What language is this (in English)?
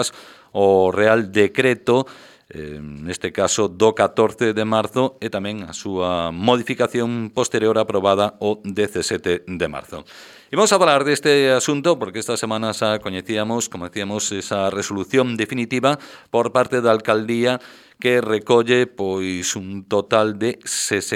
Galician